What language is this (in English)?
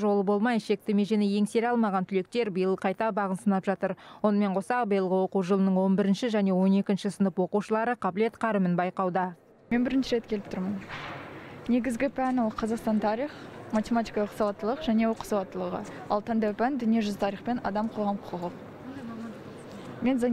Kazakh